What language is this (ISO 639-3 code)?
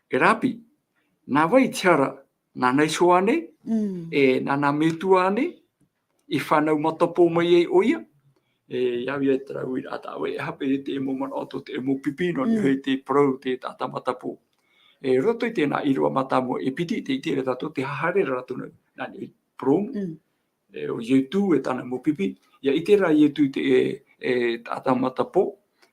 tah